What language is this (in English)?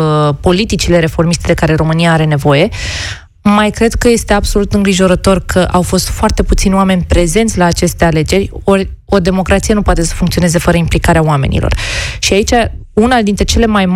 Romanian